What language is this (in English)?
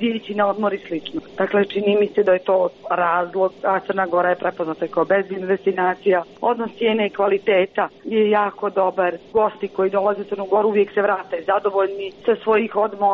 Serbian